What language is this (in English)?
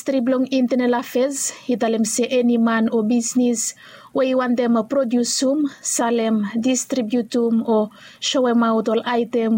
Bislama